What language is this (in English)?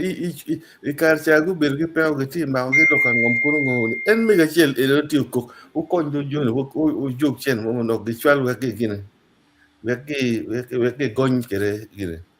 Acoli